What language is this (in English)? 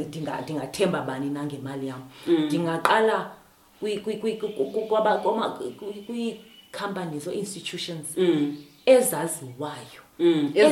Xhosa